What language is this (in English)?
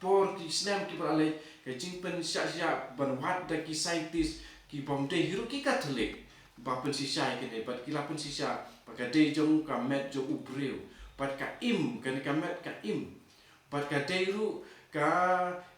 Khasi